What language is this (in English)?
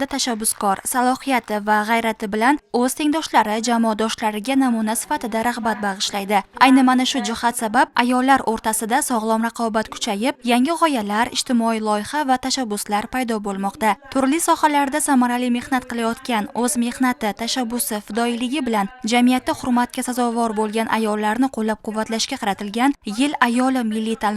Uzbek